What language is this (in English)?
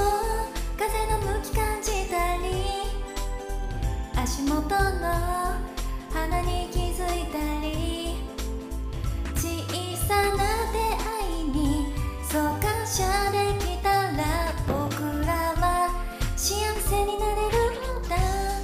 Japanese